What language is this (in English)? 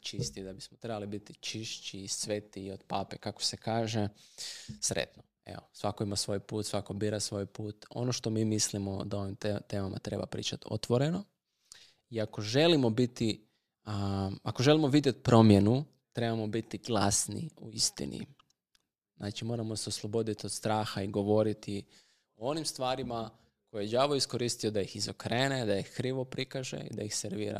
Croatian